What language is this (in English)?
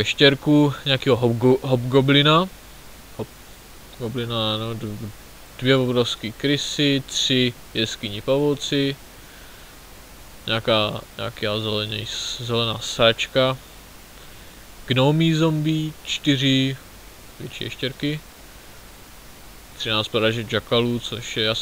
Czech